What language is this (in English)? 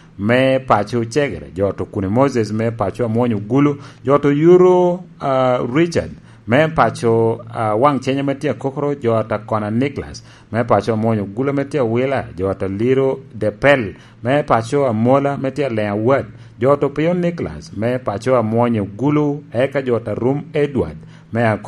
Lango (Uganda)